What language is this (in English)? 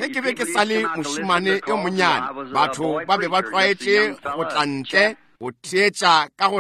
Northern Sotho